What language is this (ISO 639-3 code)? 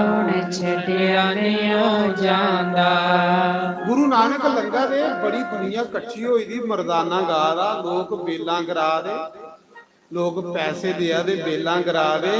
doi